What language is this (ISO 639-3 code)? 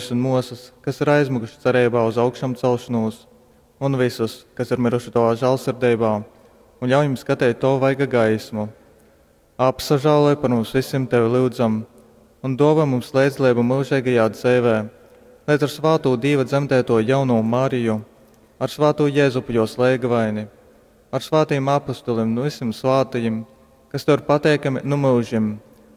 ltg